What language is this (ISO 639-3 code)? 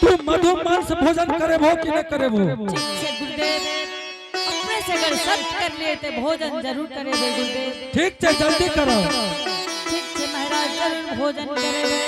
anp